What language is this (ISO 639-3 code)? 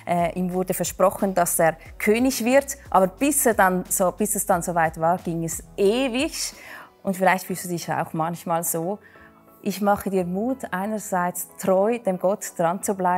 gsw